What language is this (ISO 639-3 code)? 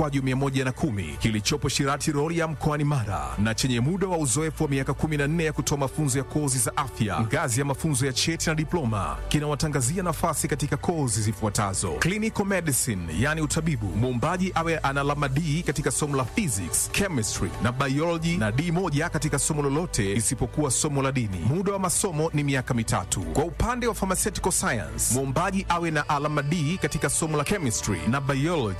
swa